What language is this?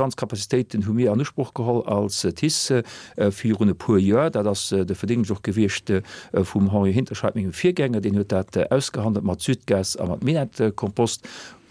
Luxembourgish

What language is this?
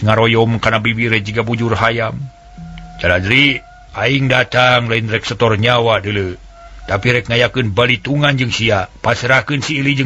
Sundanese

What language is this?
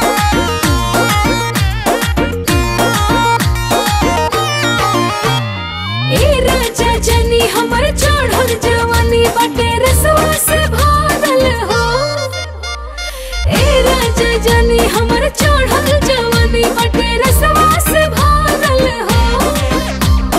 Bhojpuri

